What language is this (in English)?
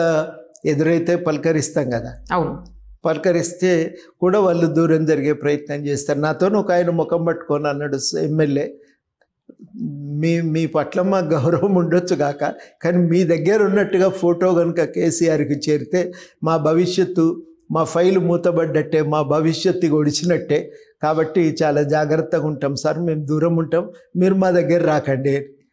Telugu